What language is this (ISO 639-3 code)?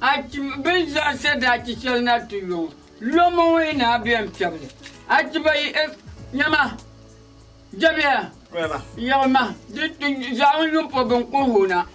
dag